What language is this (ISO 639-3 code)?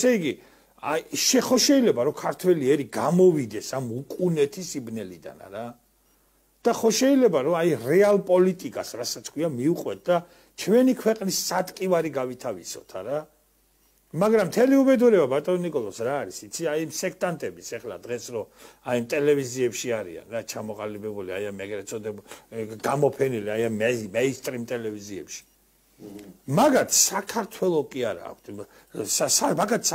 kat